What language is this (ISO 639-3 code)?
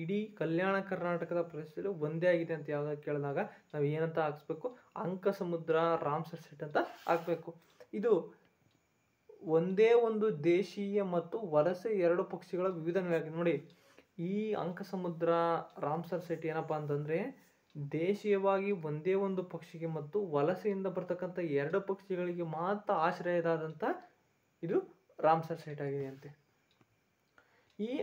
kan